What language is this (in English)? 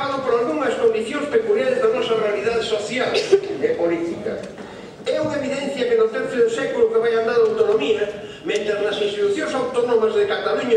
Galician